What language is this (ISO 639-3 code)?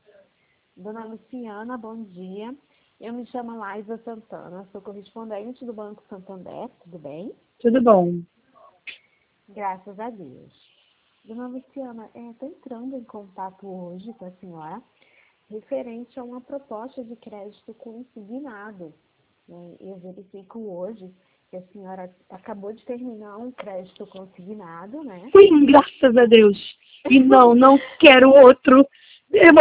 por